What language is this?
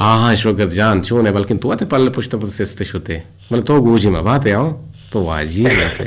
Eastern Balochi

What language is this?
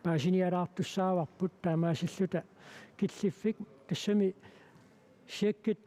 Kalaallisut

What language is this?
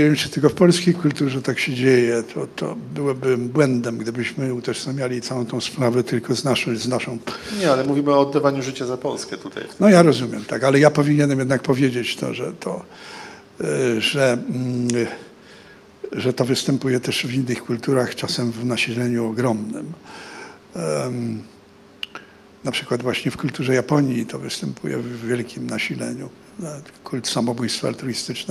Polish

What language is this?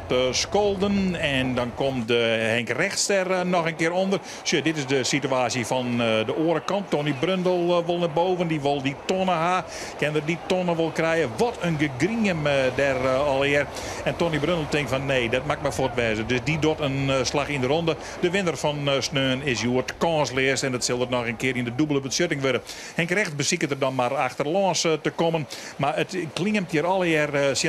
Western Frisian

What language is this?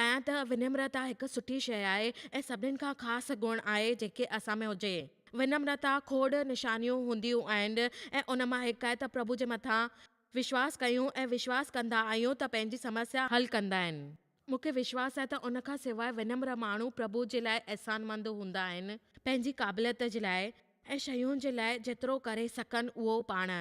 Sindhi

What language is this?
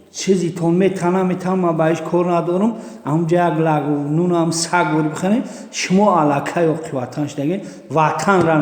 Tajik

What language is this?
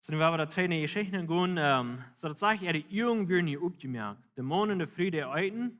Plautdietsch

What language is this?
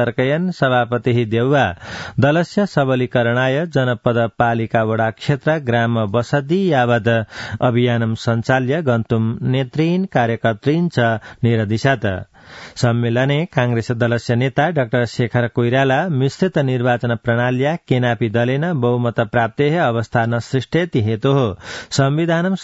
Sanskrit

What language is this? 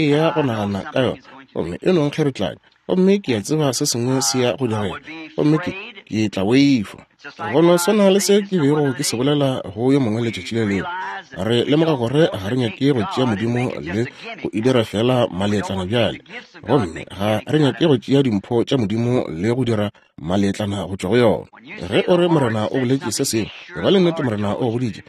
Northern Sotho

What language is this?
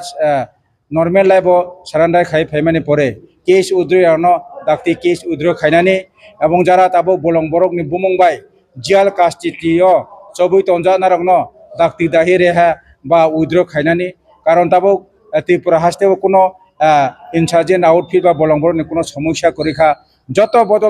Riang (India)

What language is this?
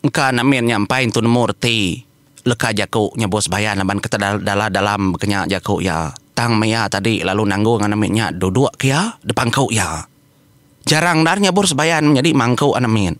Iban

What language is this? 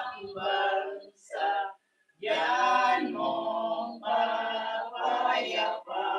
Pampanga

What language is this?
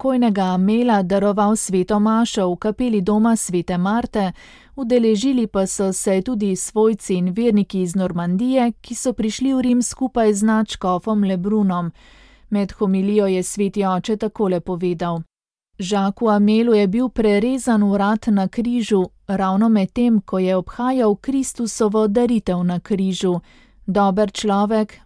Slovenian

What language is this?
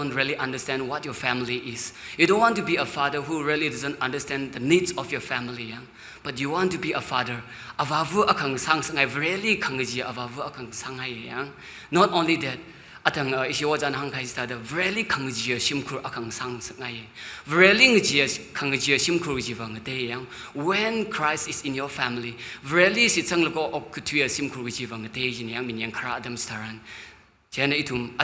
Tangkhul Naga (India)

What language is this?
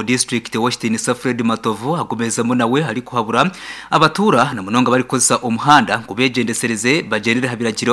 Nyankole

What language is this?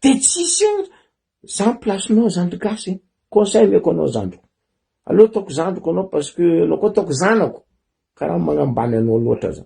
Malagasy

